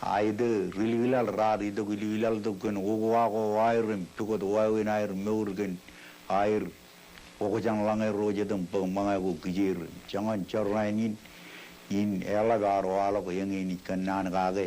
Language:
Marshallese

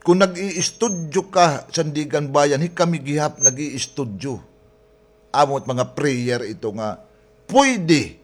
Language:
Waray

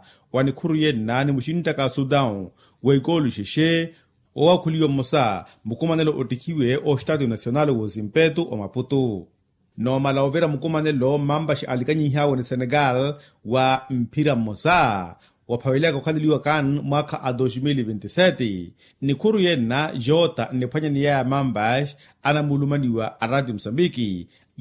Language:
Makhuwa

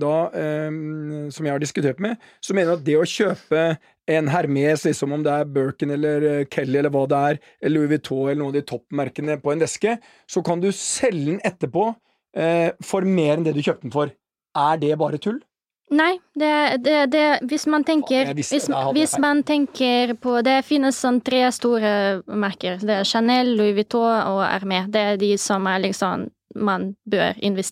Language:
Norwegian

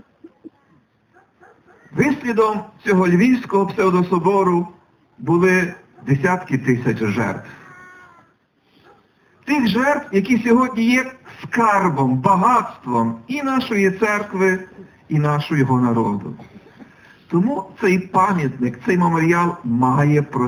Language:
Ukrainian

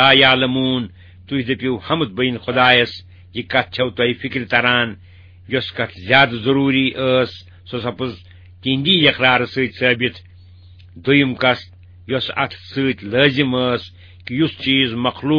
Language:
Kashmiri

